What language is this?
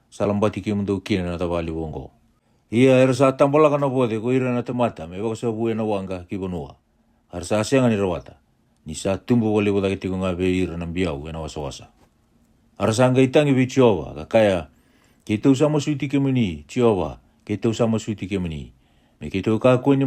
Fijian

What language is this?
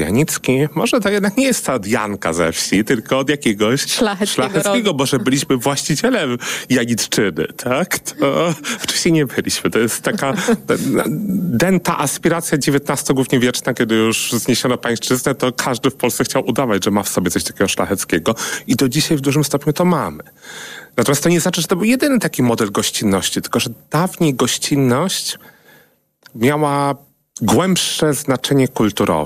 Polish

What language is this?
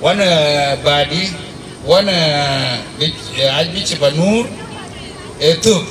Dinka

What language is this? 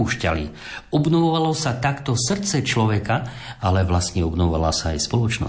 Slovak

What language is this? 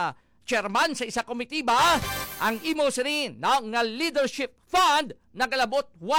Hiligaynon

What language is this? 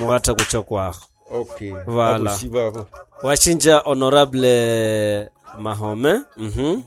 Nande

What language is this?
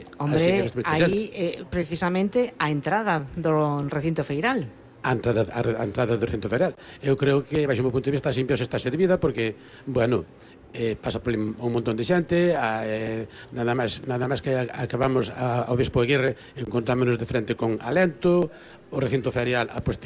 Galician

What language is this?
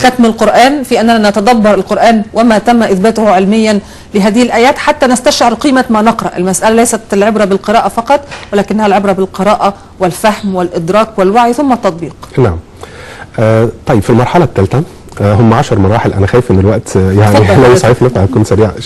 Egyptian Arabic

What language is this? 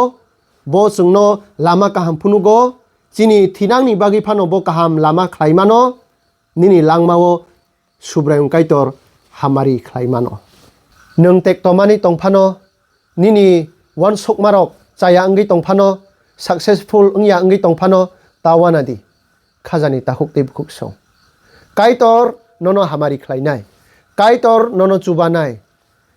Kok Borok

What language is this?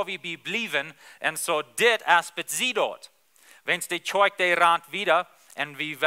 Plautdietsch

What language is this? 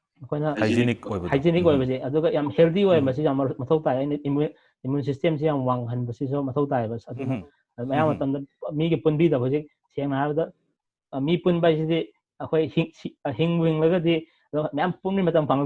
Manipuri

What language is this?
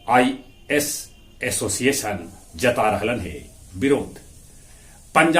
Magahi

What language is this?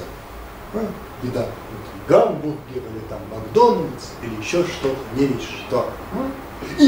Russian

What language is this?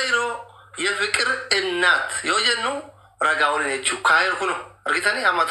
Oromo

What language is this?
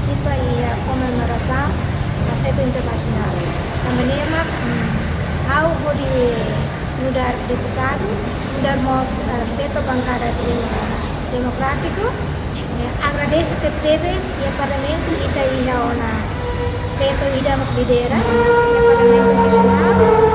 Tetum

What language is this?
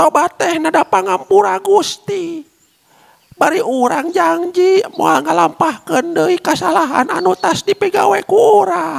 Sundanese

